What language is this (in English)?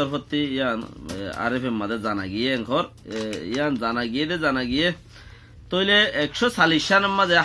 Rohingya